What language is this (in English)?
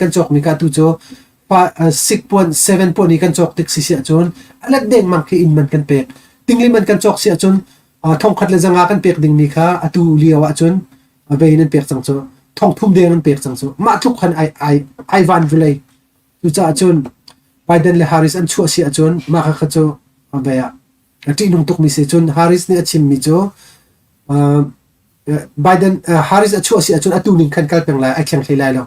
Hakha Chin